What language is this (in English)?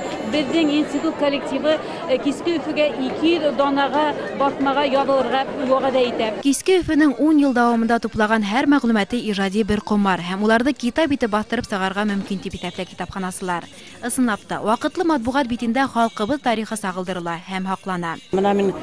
Bashkir